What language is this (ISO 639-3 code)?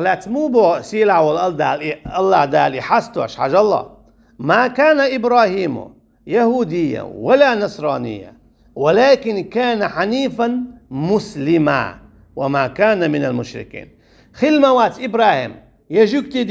che